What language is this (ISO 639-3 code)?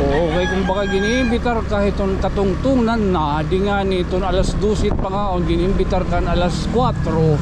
war